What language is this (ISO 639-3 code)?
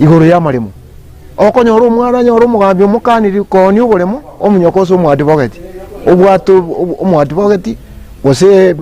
guz